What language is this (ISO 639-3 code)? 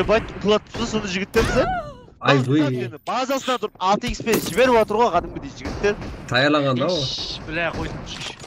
kaa